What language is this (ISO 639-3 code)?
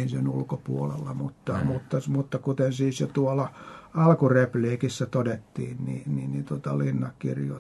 fin